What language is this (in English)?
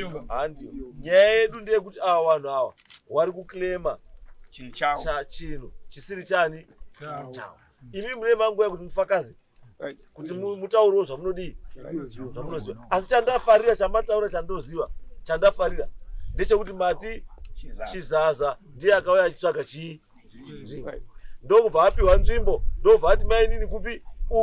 Shona